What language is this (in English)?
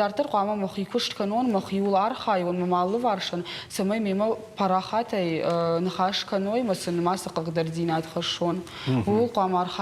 Ossetic